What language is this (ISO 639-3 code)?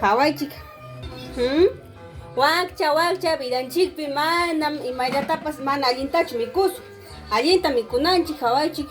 quy